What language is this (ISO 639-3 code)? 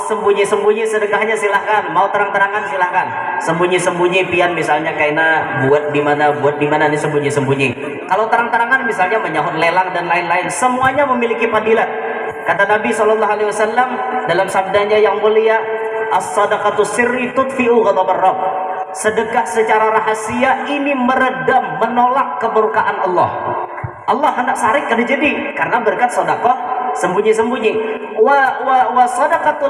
bjn